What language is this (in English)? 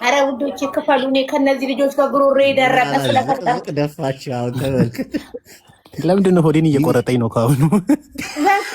Amharic